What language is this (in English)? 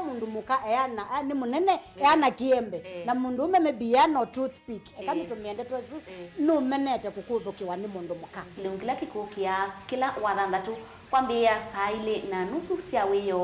Kamba